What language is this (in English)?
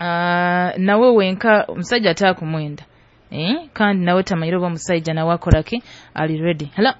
Nyoro